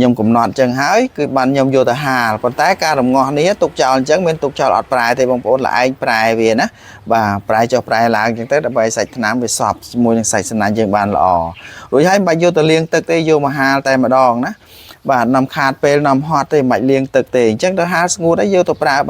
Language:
Khmer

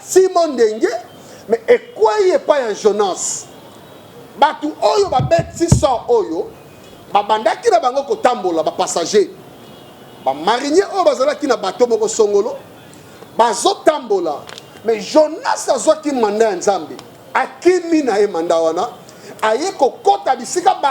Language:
Lingala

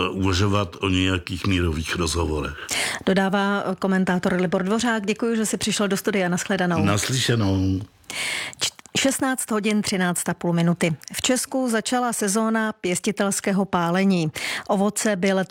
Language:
Czech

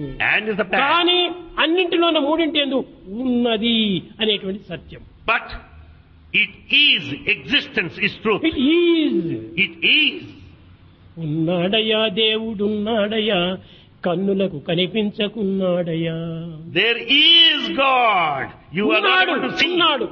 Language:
Telugu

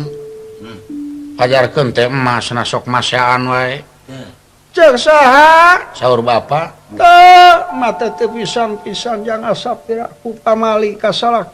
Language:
Sundanese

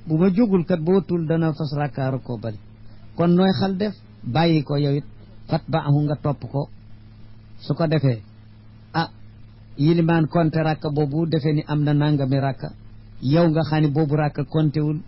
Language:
Wolof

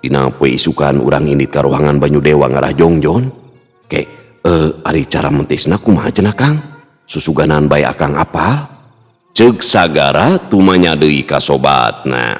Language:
Sundanese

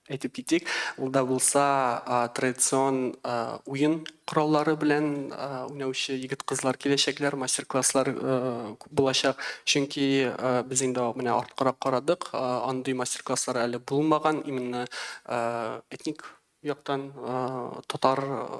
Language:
Tatar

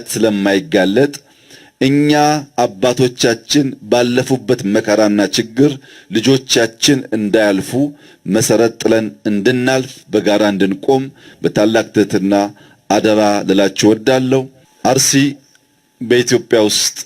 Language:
Amharic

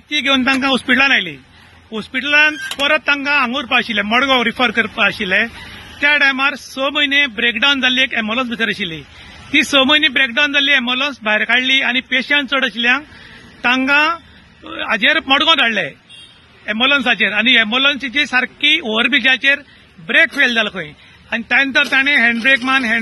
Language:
Konkani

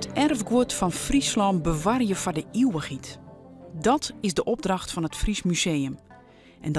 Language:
Western Frisian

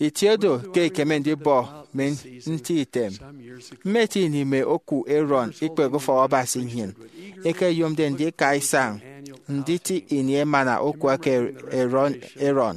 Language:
Efik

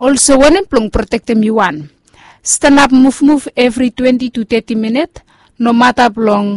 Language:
Bislama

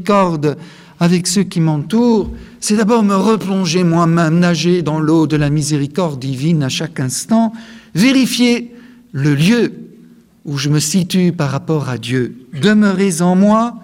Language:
French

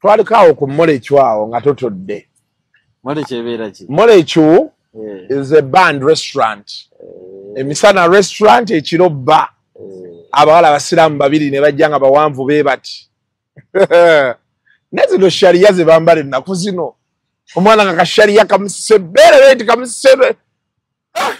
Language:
Ganda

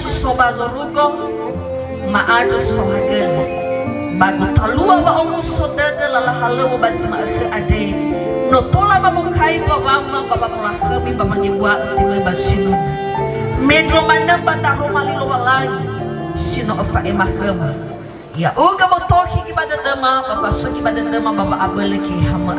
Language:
Nias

